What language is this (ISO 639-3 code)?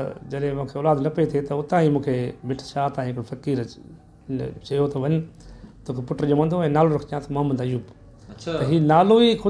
snd